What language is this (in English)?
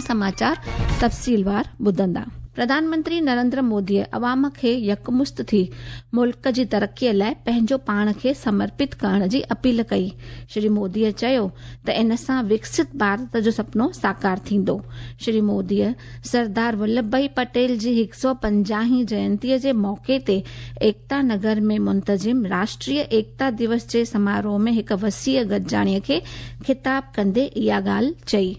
Sindhi